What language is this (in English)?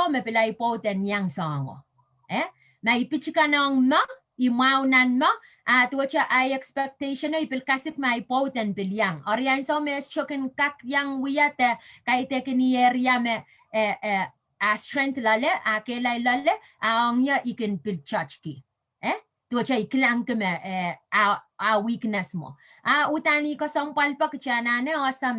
Pohnpeian